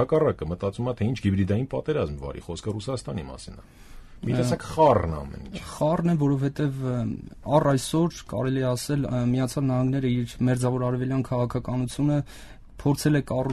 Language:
Armenian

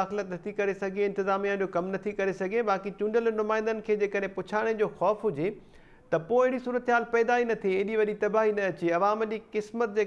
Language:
Sindhi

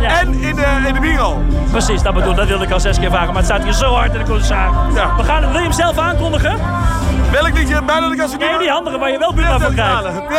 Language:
Dutch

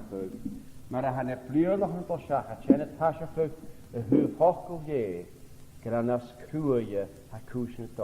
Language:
Scottish Gaelic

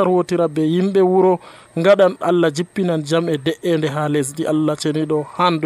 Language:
Nigerian Fulfulde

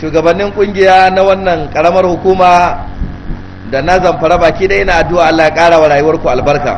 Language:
Hausa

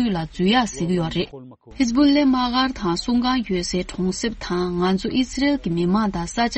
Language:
Tibetan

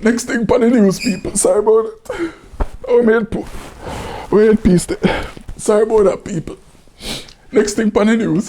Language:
Jamaican Creole English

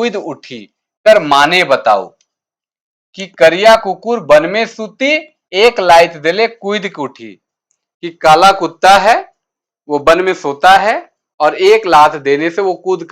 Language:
Sadri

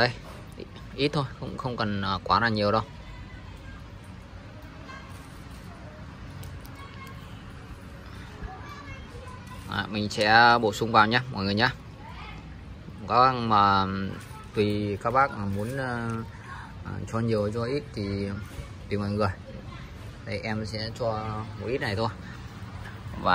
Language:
Vietnamese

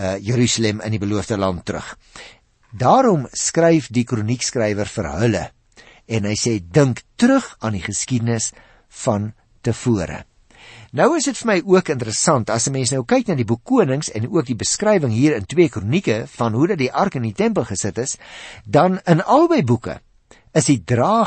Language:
Afrikaans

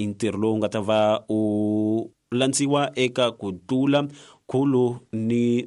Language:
Tsonga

